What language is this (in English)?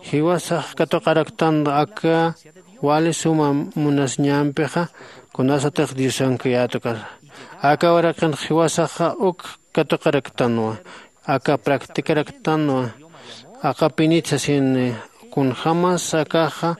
Aymara